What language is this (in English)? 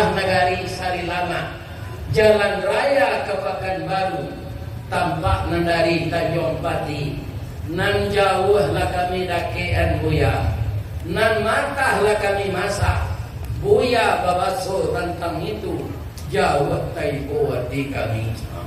Minangkabau